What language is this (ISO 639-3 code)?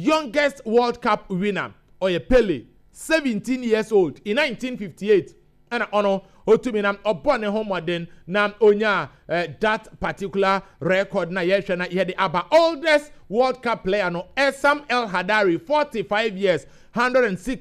aka